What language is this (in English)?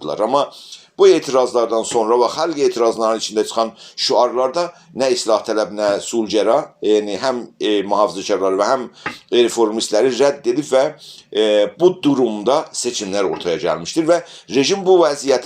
South Azerbaijani